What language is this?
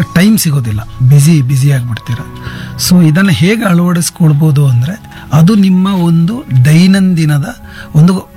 Kannada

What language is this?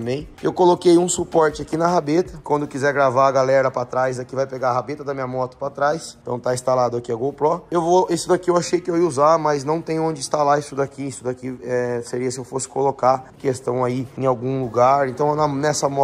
Portuguese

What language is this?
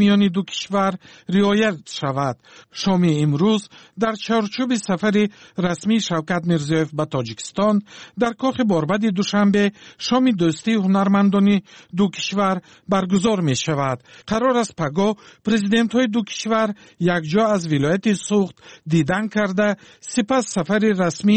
Persian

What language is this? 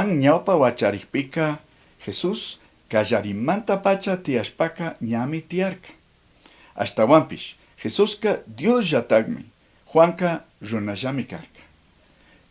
Chimborazo Highland Quichua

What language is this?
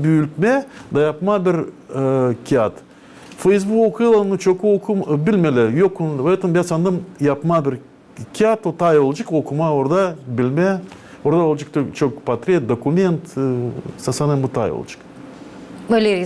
Gagauz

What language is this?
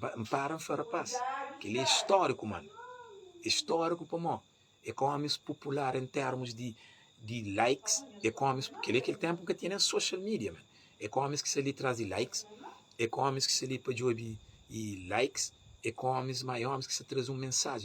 Kabuverdianu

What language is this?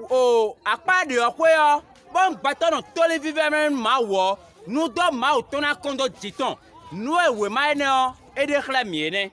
Fon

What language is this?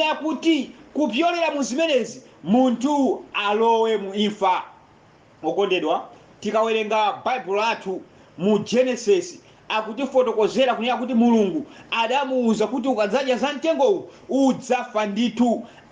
Nyanja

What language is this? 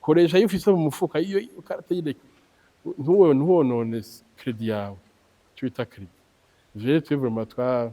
Rundi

